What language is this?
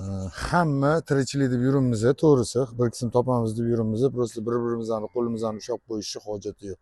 Uzbek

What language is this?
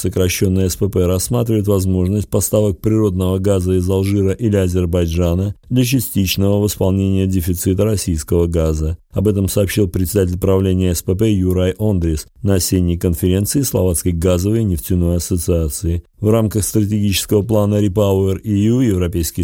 Russian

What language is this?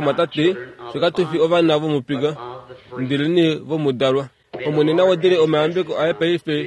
Kuanyama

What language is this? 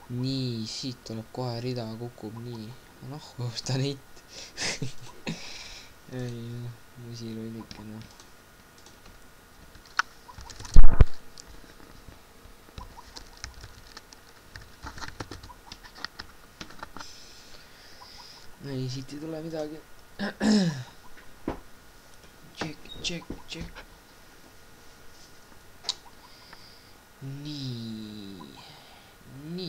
Estonian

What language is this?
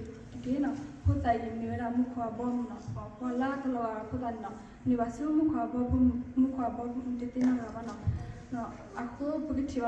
S'gaw Karen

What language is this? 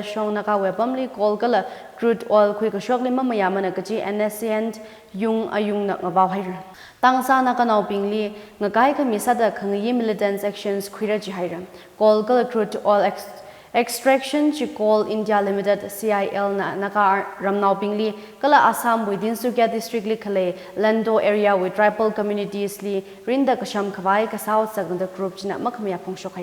Tangkhul Naga (India)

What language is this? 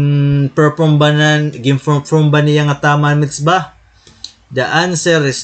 Waray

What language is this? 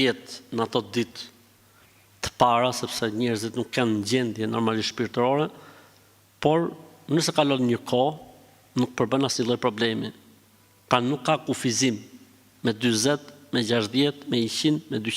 Albanian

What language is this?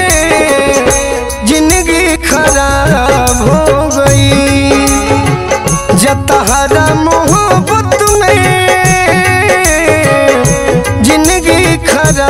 Bhojpuri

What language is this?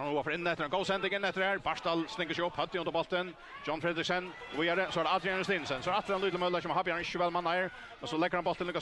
Faroese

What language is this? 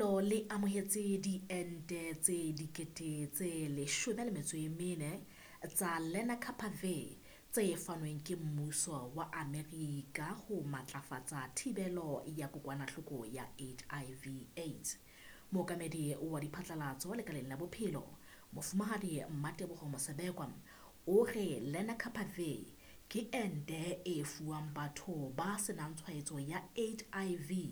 Southern Sotho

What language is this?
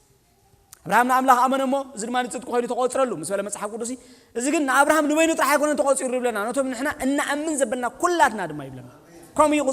Tigrinya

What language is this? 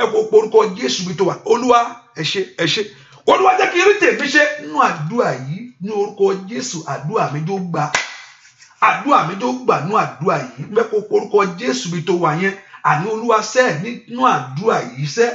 Yoruba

